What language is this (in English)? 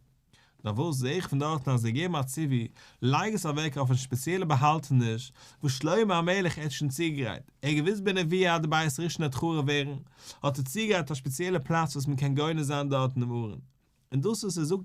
Yiddish